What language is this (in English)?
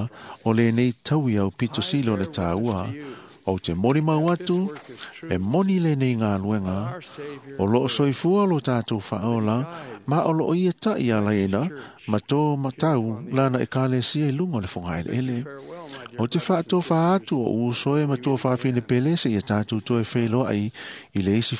Samoan